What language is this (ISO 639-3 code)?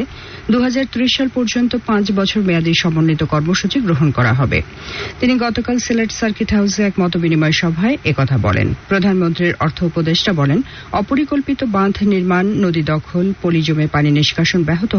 ben